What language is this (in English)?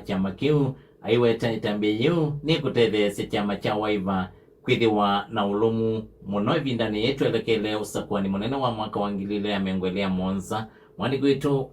Kamba